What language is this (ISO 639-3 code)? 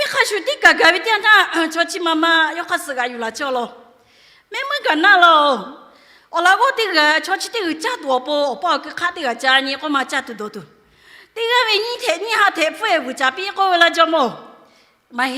lhu